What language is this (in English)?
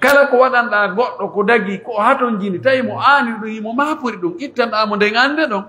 Pular